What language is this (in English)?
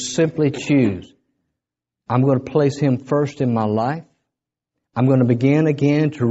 English